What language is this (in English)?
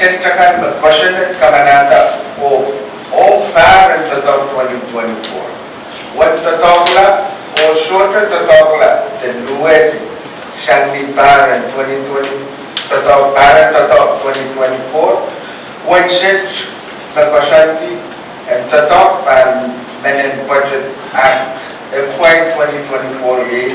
Pohnpeian